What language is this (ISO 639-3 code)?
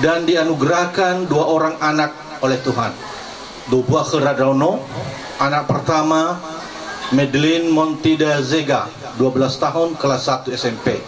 nia